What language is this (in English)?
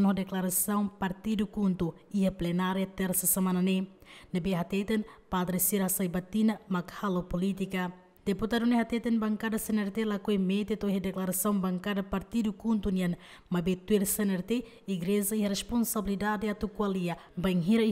Tetum